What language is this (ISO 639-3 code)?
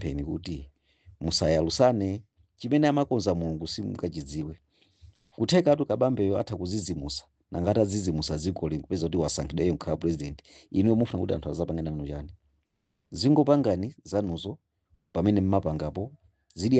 nya